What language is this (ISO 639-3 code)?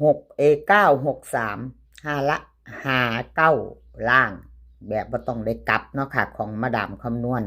lao